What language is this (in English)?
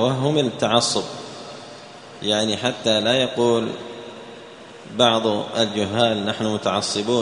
Arabic